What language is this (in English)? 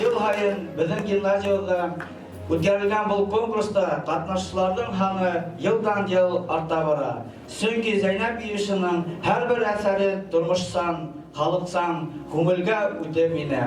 Bashkir